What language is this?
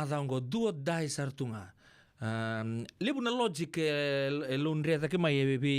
Fijian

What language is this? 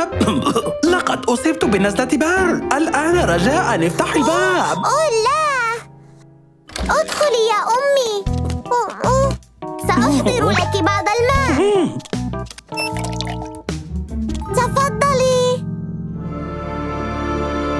Arabic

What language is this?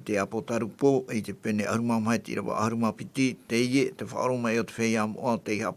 Tahitian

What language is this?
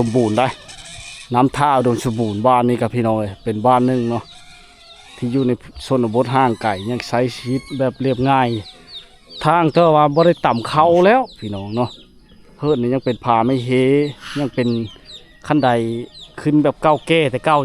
Lao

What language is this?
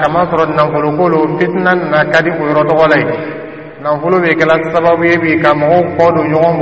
Dyula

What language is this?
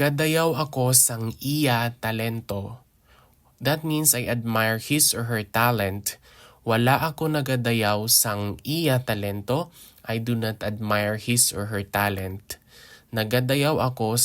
Hiligaynon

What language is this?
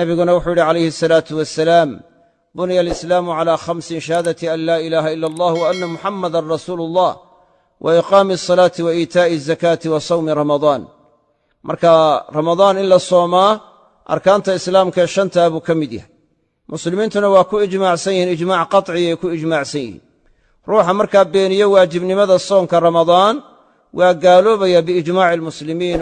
Somali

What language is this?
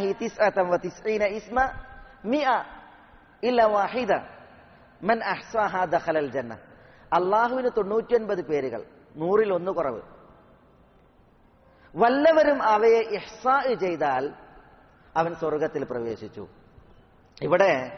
Malayalam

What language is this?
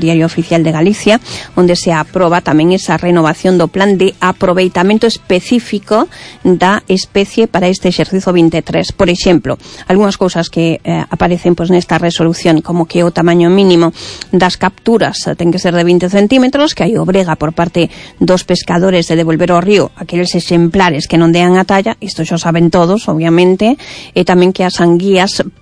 Galician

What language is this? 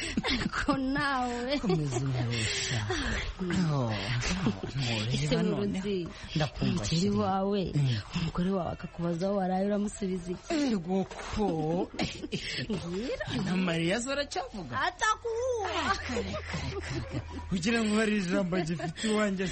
Kinyarwanda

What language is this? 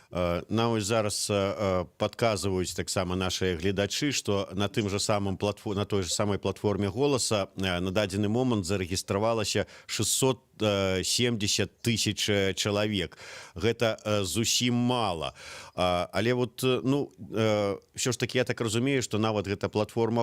Belarusian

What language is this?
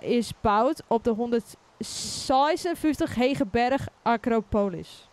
Western Frisian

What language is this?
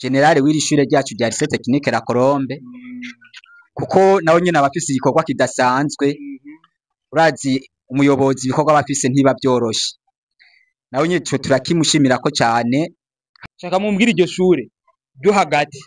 Rundi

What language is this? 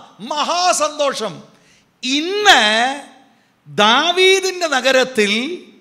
Malayalam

